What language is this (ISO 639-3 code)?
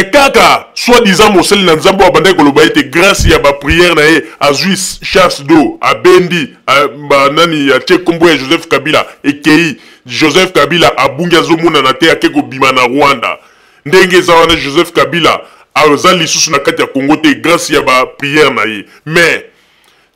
lin